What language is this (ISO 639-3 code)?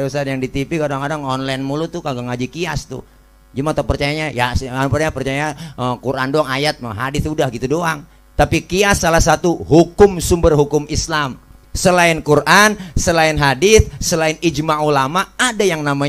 bew